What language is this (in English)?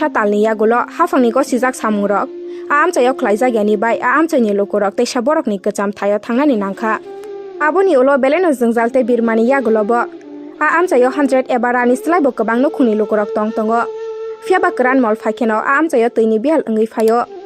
Kok Borok